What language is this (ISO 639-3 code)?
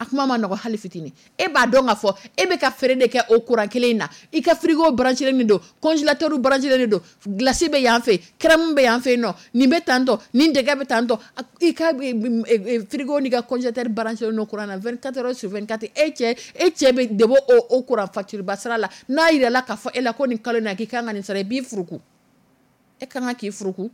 dyu